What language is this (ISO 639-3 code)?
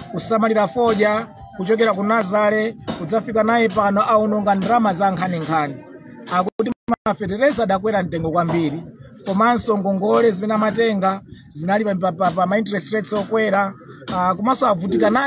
nya